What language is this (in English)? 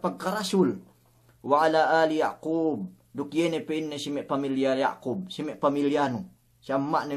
Yakan